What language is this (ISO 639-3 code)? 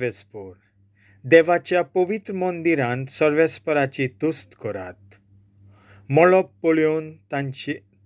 kok